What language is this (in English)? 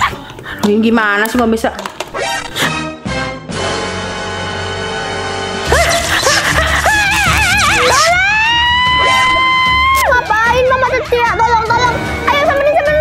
Indonesian